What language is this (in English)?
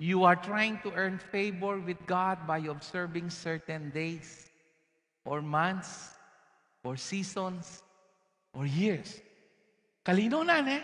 Pampanga